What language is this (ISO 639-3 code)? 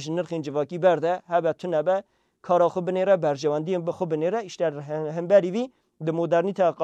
kur